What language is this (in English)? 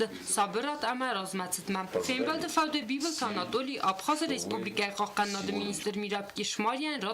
Ossetic